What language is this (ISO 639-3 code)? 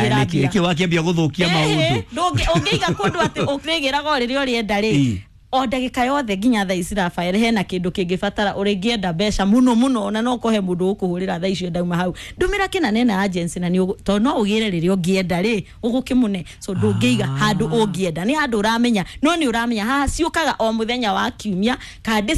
kik